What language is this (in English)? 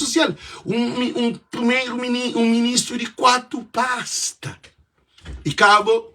Kabuverdianu